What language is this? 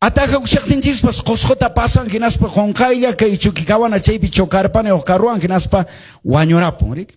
Quechua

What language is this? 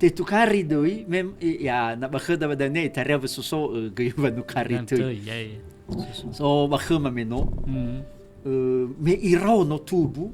Nias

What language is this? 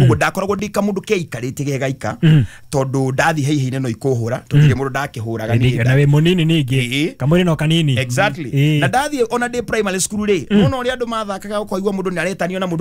Kikuyu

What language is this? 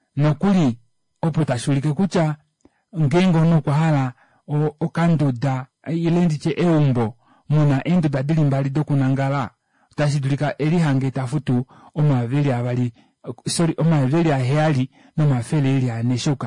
Kuanyama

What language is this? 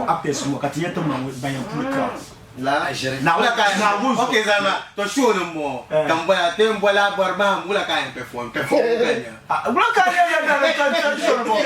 Dagbani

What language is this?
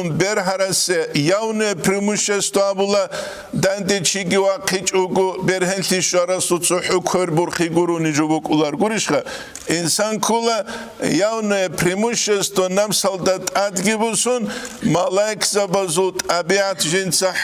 Avaric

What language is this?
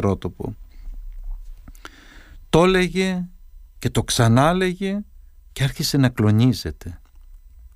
Greek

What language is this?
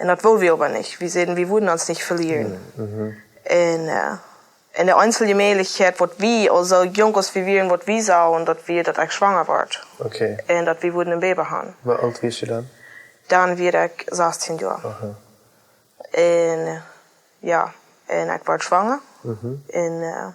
Plautdietsch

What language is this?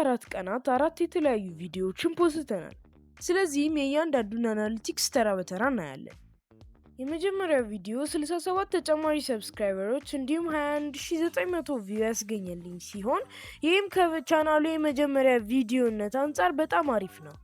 Amharic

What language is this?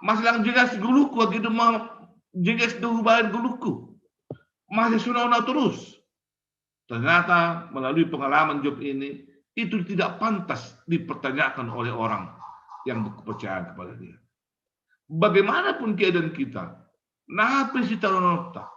Batak Simalungun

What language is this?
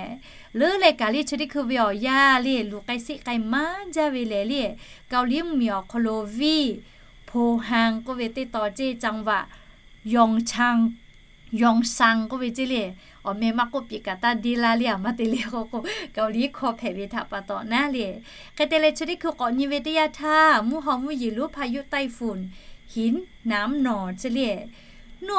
Lahu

